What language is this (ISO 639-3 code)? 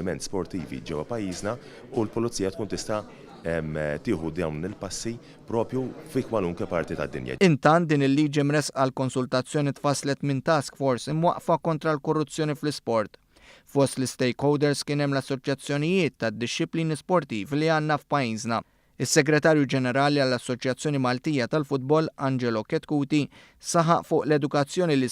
mlt